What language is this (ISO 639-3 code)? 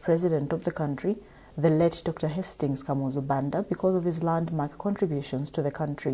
eng